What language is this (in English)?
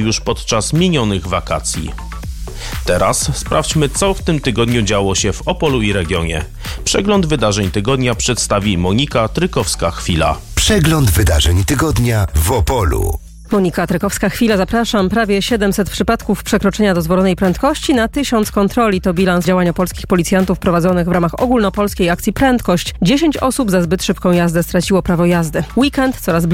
Polish